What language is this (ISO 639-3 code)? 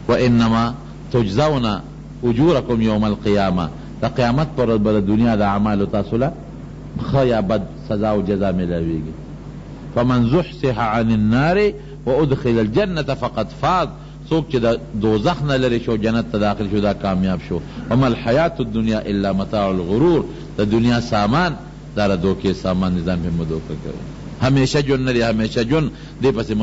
pus